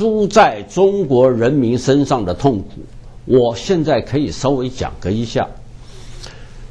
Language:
Chinese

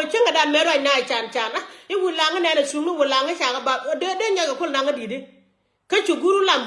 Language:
Nuer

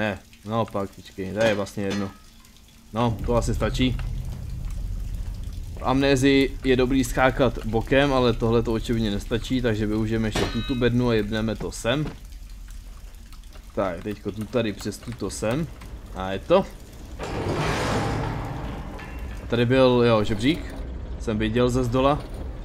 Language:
Czech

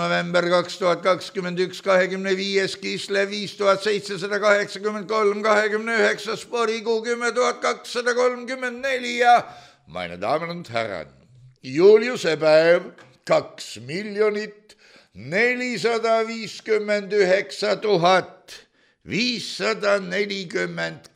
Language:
Estonian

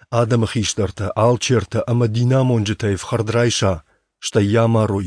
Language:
Ossetic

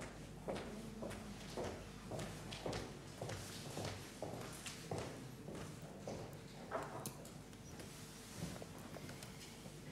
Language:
Icelandic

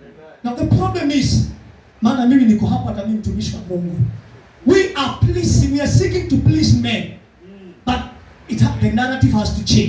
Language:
Swahili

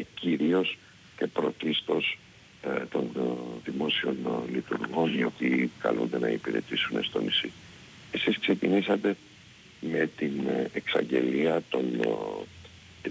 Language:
Greek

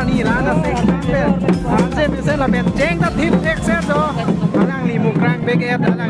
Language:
Karbi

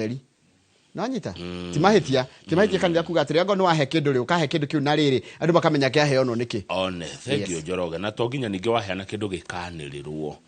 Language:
Kikuyu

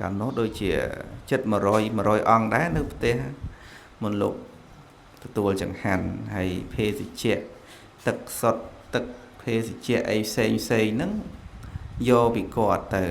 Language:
Khmer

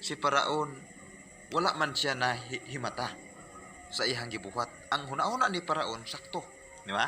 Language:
Cebuano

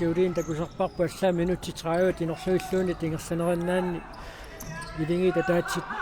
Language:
Kalaallisut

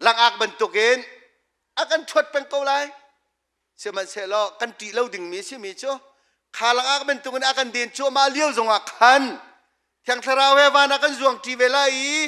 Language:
Hakha Chin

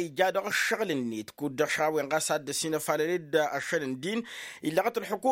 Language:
Tamasheq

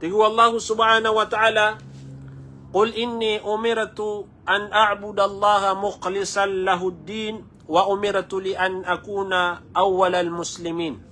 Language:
Maranao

